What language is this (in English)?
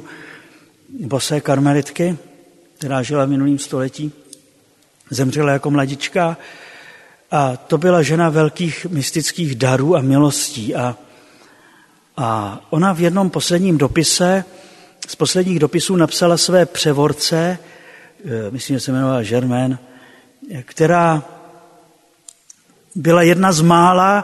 Czech